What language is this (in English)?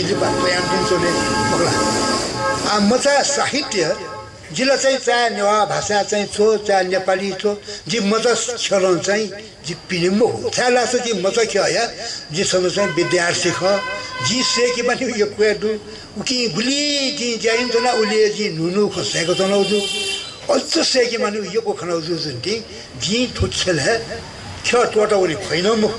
Newari